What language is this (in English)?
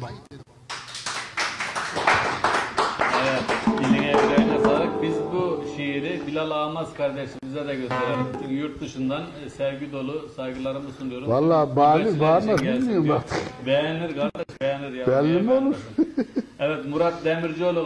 Turkish